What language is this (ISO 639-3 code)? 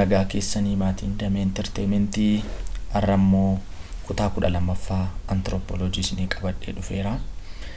orm